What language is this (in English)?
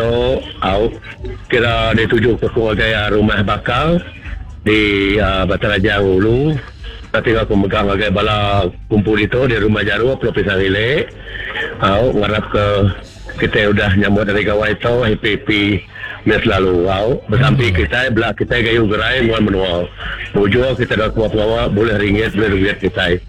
Iban